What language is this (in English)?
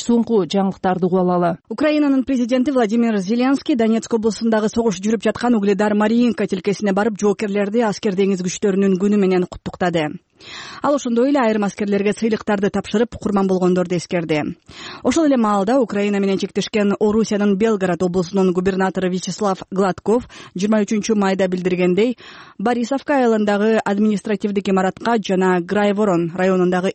Kyrgyz